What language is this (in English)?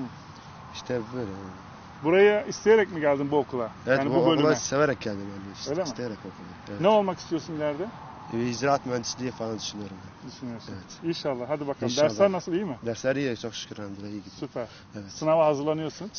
Turkish